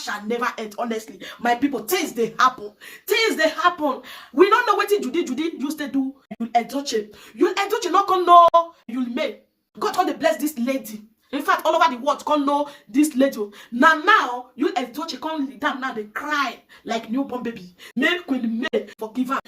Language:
Nigerian Pidgin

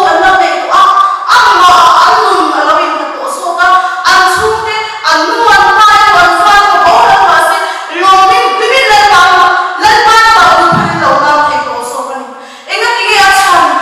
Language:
Mizo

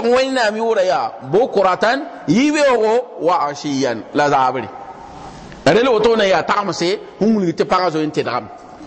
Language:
Mossi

